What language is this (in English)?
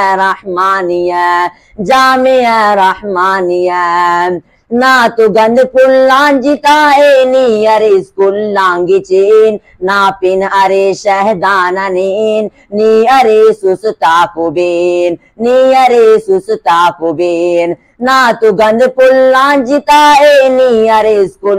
Brahui